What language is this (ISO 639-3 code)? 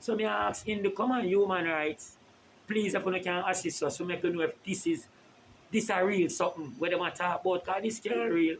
jam